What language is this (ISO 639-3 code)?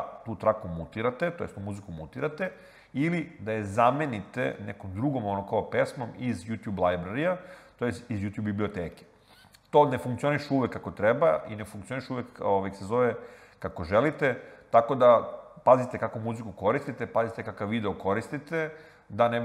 srp